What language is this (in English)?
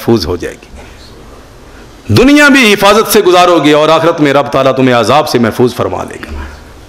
Urdu